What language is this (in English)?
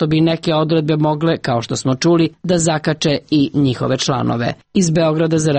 Serbian